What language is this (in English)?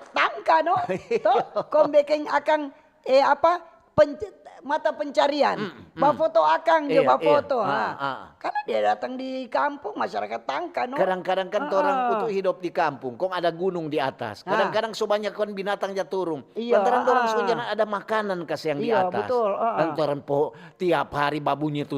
Manado Malay